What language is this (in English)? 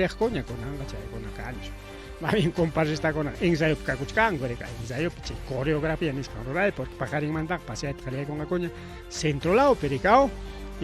Ayacucho Quechua